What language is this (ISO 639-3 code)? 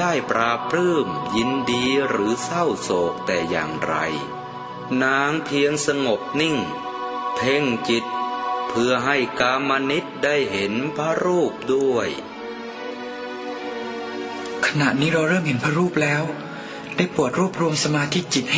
tha